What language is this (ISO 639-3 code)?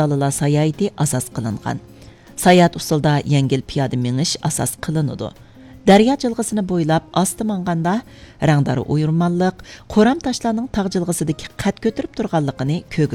uig